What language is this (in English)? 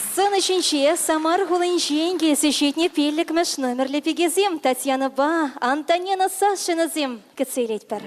Chuvash